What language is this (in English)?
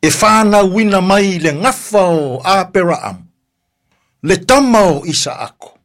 Samoan